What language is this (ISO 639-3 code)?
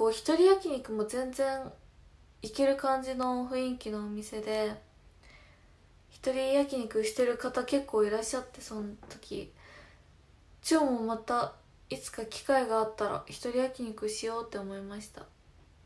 jpn